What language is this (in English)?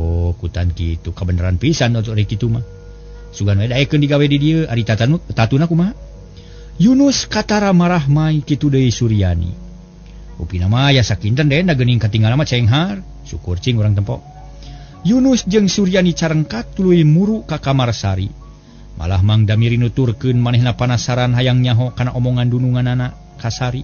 Sundanese